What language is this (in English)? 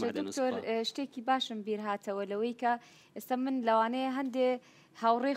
Central Kurdish